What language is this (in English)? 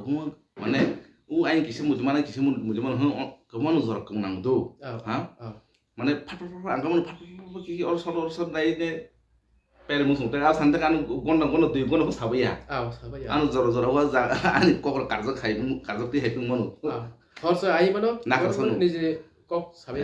Kok Borok